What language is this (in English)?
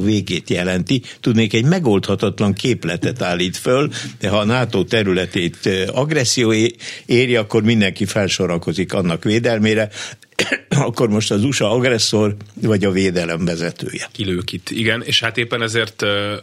Hungarian